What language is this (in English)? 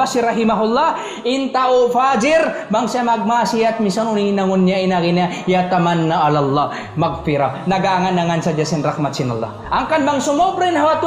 Tausug